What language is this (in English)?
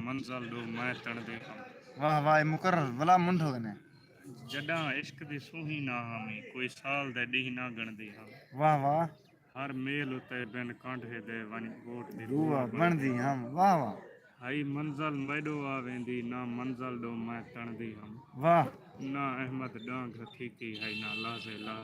Saraiki